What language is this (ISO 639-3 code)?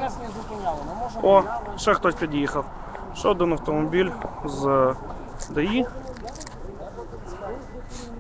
ukr